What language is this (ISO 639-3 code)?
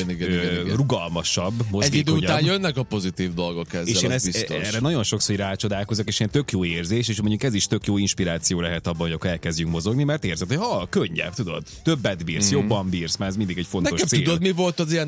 hun